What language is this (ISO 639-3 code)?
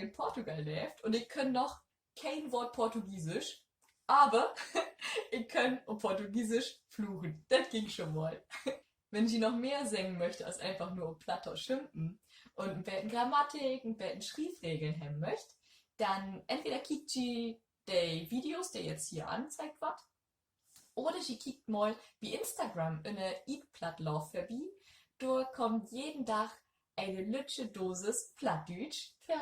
nds